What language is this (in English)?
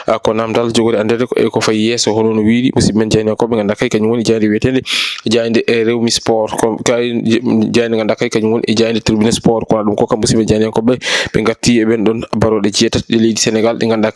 Fula